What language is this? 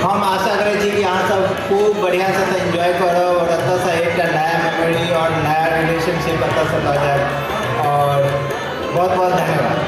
Maithili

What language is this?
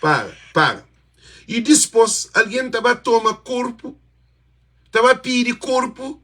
Kabuverdianu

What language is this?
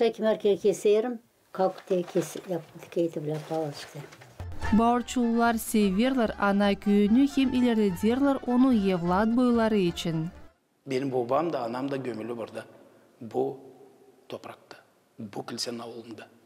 Gagauz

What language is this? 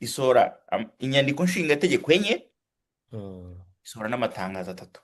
Kinyarwanda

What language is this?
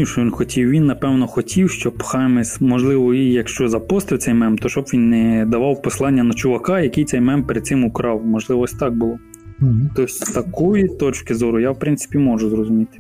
Ukrainian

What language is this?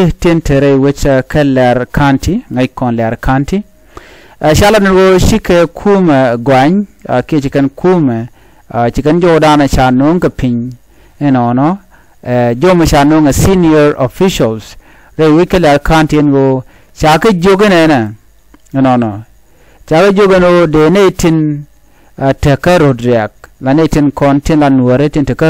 Nuer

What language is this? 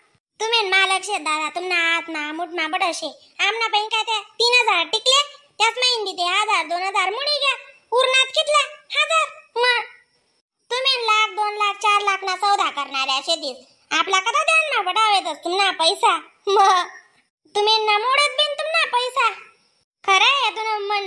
Khandesi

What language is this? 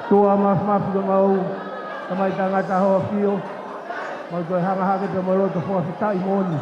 Tongan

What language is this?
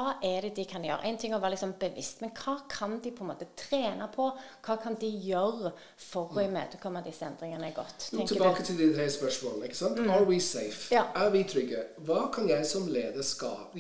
Norwegian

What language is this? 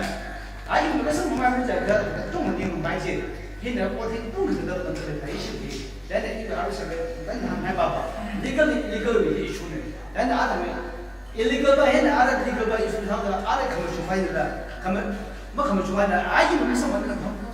Tangkhul Naga (India)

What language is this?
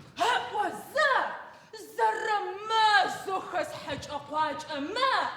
Adyghe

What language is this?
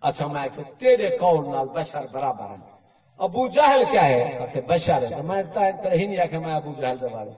Saraiki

